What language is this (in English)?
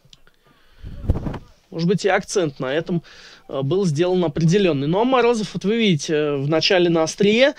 Russian